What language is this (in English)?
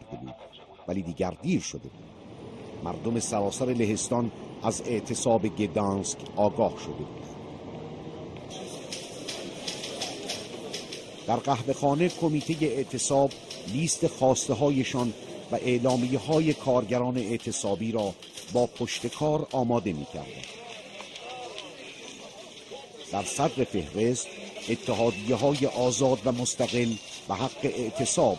Persian